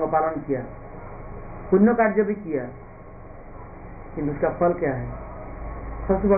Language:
Hindi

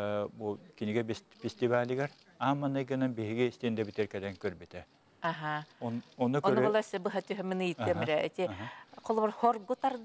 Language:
Yakut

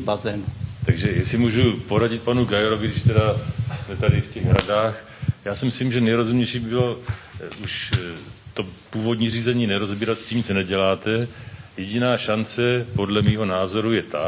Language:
Czech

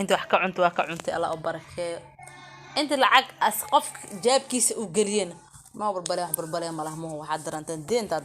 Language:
Somali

